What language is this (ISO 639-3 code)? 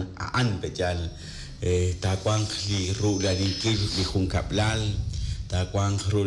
kek